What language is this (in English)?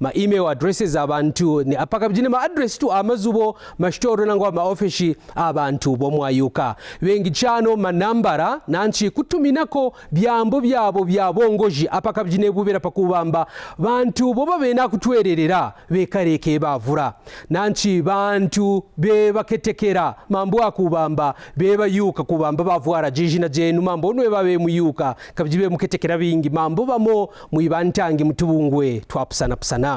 Kaonde